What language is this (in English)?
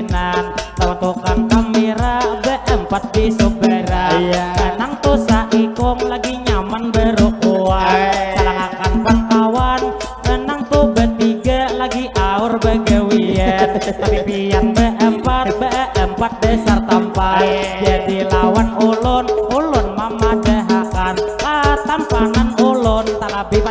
Banjar